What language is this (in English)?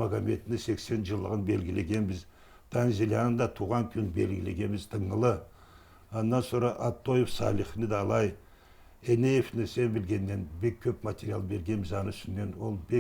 Karachay-Balkar